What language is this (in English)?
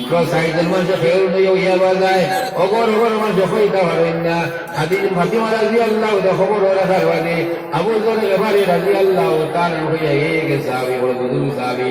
Sylheti